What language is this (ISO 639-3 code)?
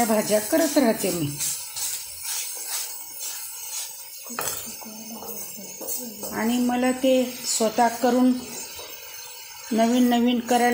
mar